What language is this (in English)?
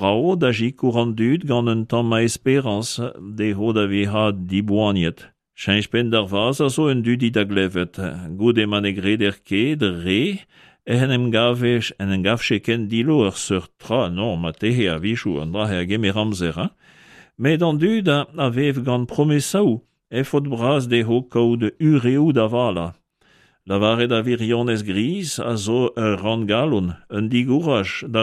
Breton